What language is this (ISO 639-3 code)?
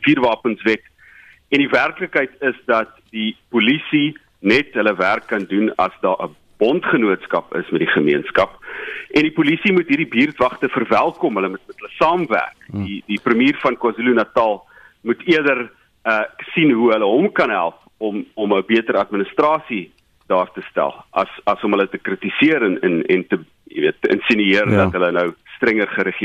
afr